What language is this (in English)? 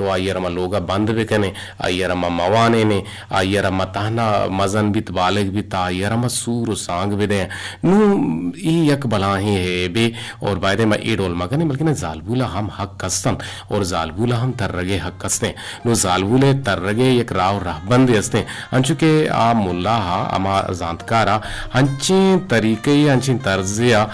Eastern Balochi